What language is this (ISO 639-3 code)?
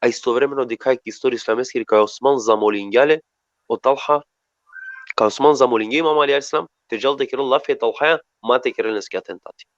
rmn